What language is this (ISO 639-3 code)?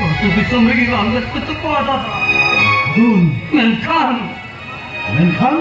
sat